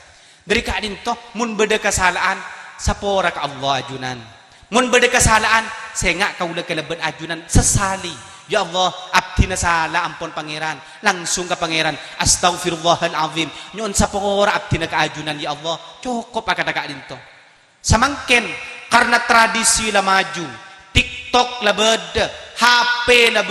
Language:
Madurese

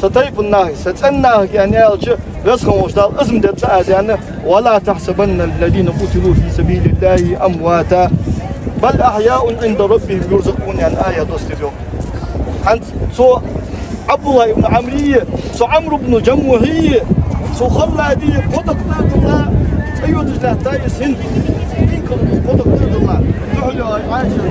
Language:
Ingush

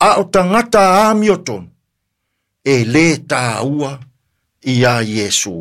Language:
Samoan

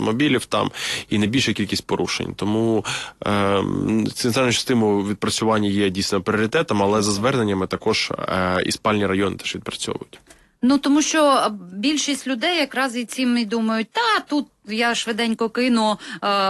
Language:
Ukrainian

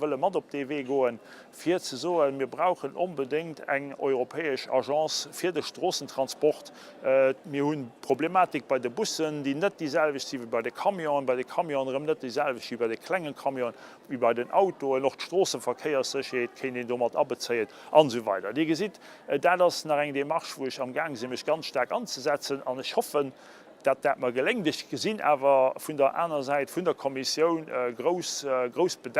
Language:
Luxembourgish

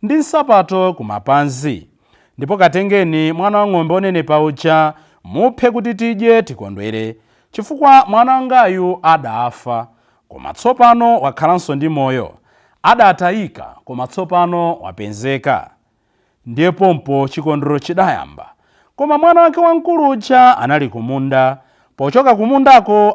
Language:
Nyanja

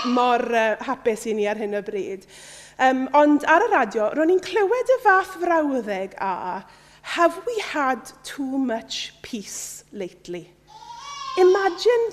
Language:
Welsh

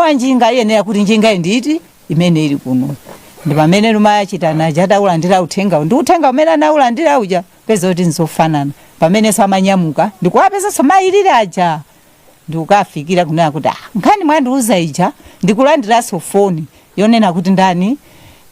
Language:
Nyanja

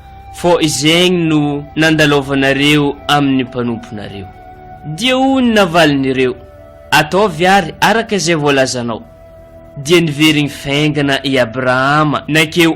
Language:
Malagasy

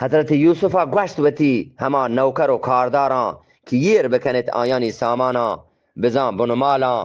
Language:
Eastern Balochi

